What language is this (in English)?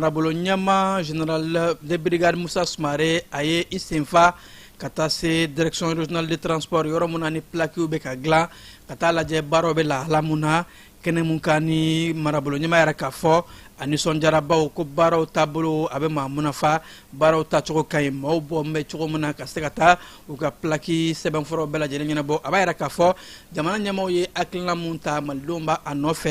Bambara